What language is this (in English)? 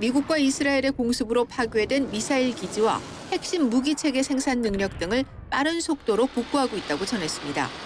Korean